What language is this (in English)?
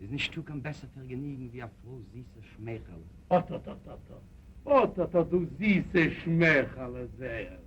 Yiddish